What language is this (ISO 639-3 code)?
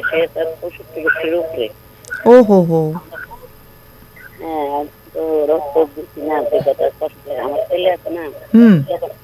ben